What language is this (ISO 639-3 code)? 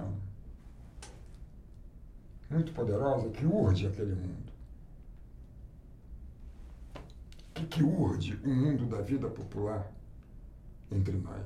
por